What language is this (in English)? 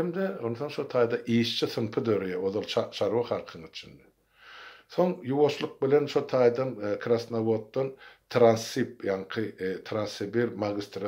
Turkmen